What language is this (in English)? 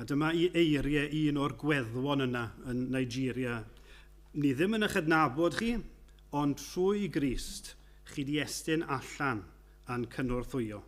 Welsh